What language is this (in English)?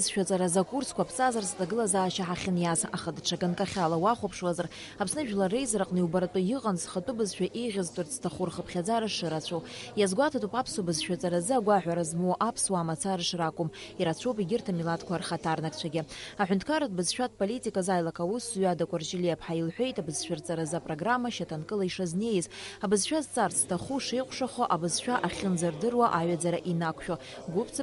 Abkhazian